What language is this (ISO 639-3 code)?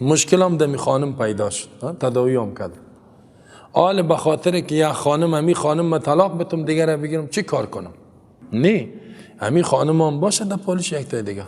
fas